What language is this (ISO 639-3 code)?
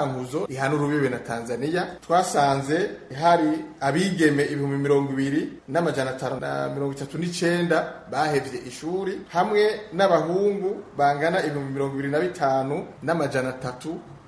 run